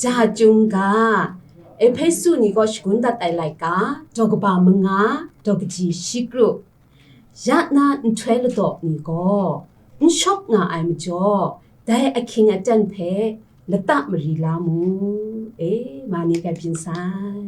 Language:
Kachin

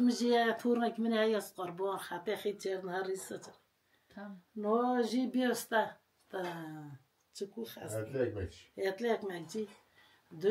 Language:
Kurdish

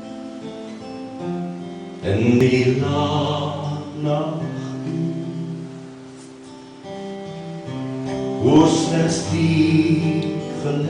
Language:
Afrikaans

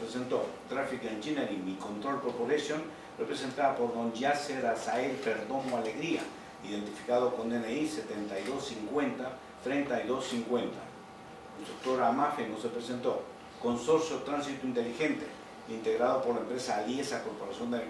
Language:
Spanish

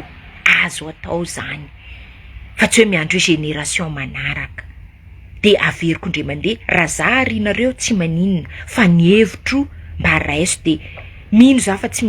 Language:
Malagasy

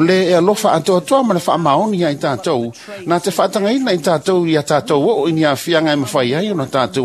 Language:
Samoan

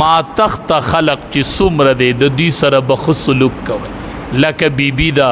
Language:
Pashto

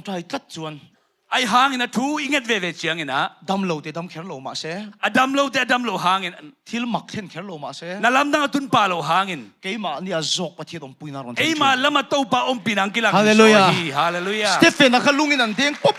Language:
Tedim Chin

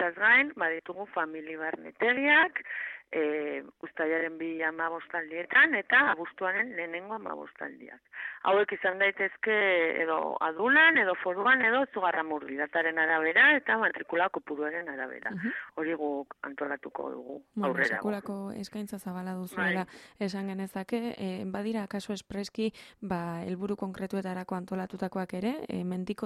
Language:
Basque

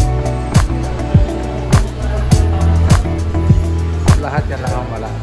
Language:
Filipino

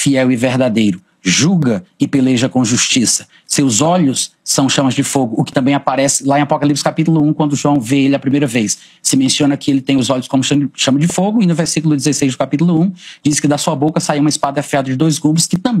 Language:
Portuguese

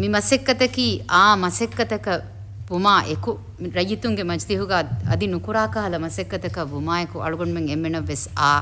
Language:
Divehi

